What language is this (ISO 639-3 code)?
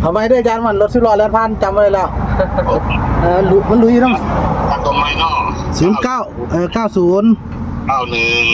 tts